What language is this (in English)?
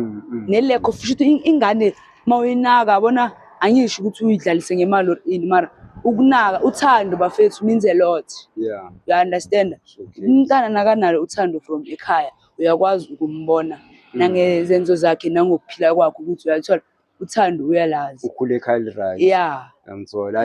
Zulu